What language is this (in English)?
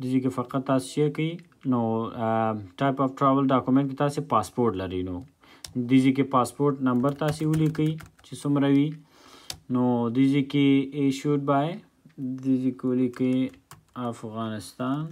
Pashto